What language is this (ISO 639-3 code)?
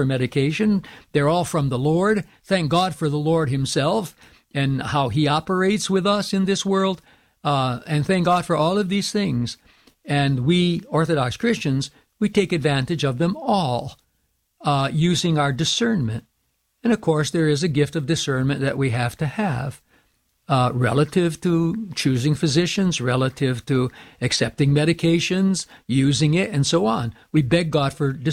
eng